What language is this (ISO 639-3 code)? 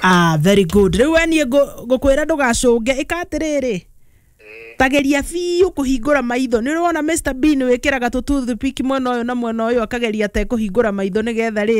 kik